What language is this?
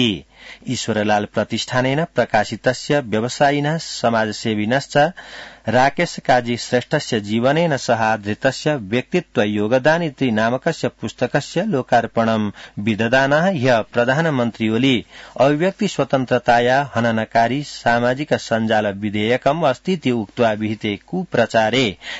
Sanskrit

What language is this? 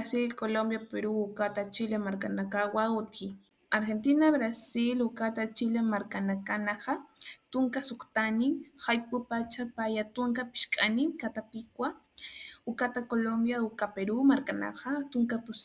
Aymara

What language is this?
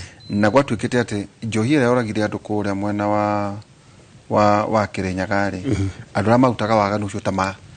Kikuyu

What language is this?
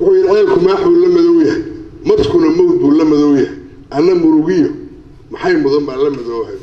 Somali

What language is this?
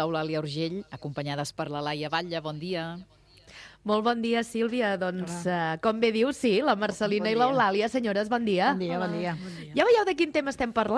Catalan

